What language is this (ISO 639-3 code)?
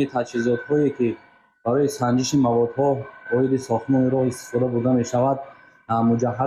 tgk